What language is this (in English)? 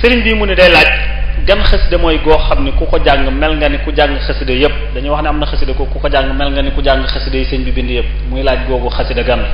Wolof